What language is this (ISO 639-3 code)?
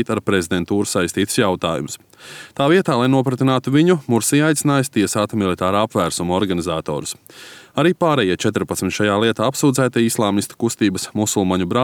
lav